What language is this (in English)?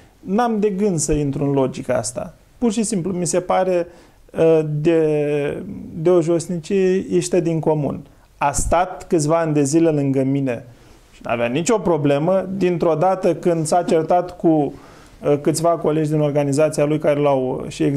Romanian